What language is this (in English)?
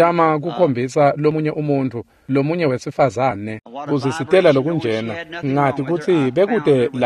Swati